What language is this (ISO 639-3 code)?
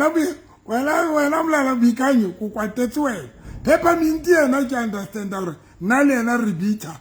sot